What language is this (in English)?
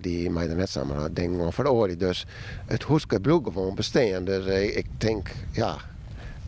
Western Frisian